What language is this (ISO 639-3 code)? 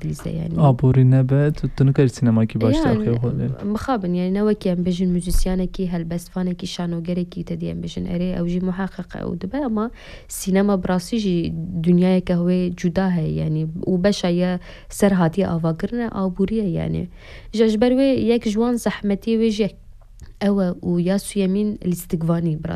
kur